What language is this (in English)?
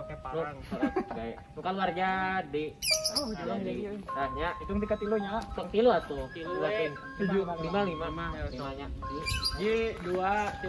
Sundanese